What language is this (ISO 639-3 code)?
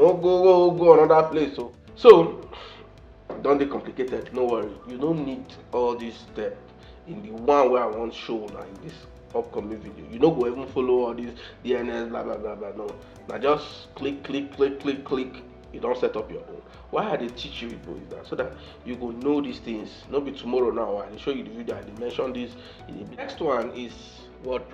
pcm